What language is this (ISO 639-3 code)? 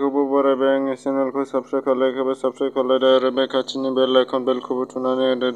brx